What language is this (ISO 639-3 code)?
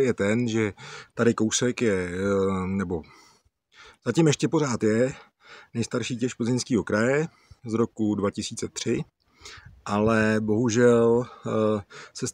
ces